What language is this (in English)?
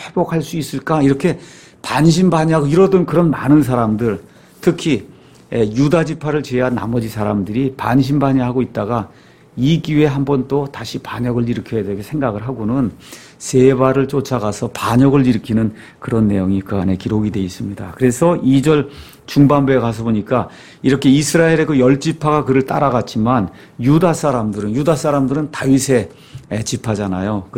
Korean